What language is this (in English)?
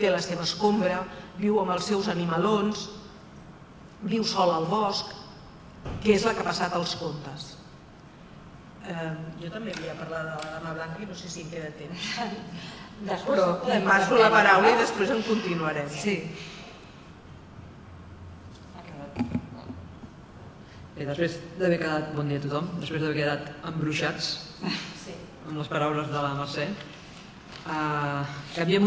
Catalan